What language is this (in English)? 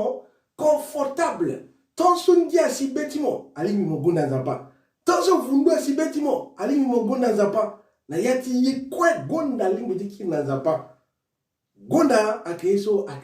Sango